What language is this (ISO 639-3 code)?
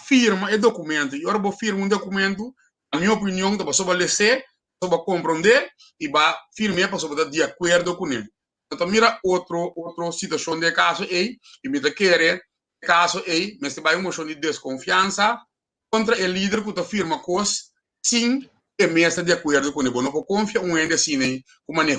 pap